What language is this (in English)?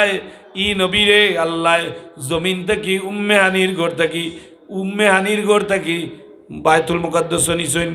Sylheti